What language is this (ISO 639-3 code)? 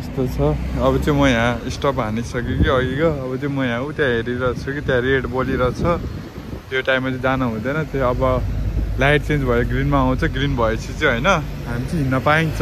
nep